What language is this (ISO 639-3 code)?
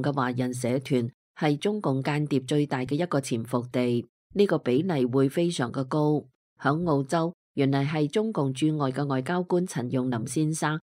yue